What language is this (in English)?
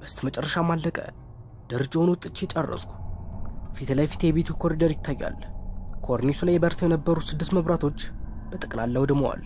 Amharic